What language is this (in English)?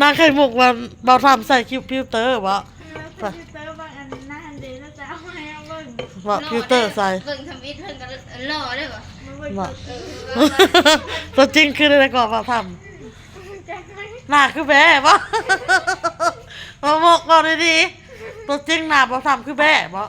Northeastern Thai